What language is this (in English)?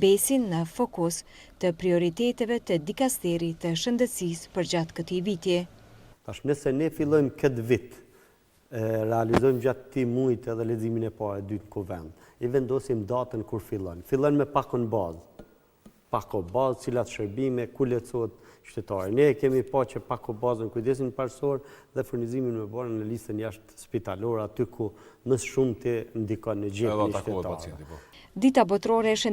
Albanian